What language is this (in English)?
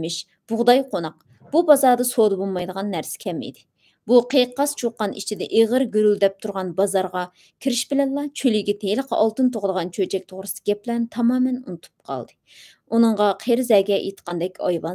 Uyghur